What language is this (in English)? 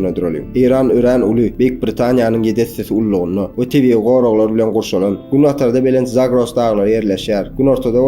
Turkmen